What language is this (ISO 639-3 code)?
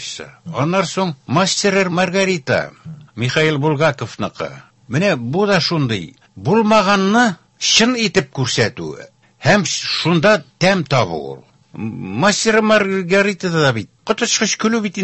tat